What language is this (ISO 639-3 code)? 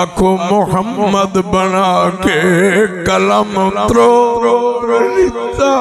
skr